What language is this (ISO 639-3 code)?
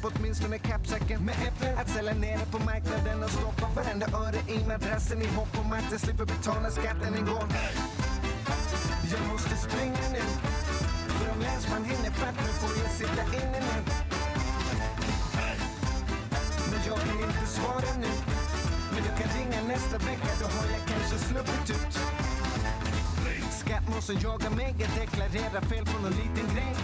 swe